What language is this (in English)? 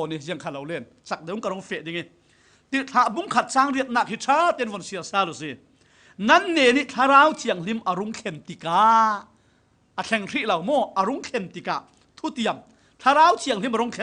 Falam Chin